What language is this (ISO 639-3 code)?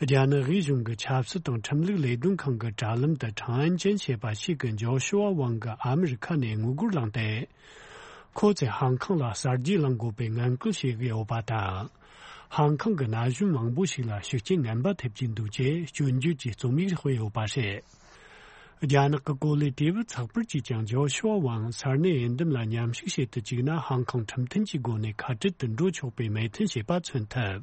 bod